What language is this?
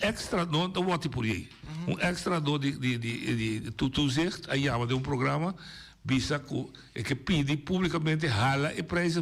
Papiamento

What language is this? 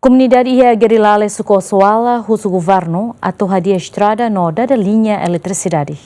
Tetum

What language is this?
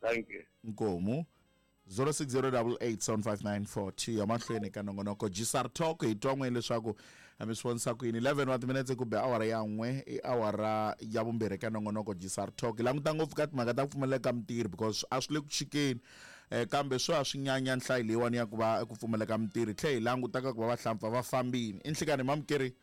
Tsonga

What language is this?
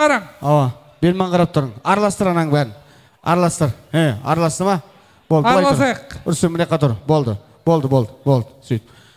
Kara-Kalpak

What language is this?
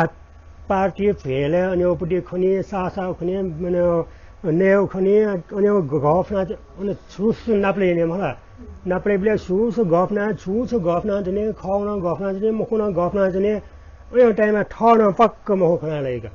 Newari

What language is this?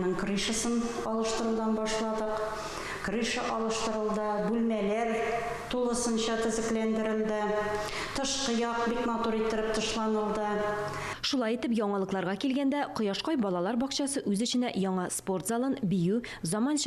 Tatar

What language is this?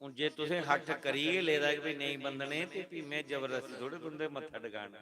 Dogri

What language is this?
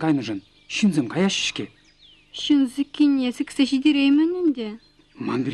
Chuvash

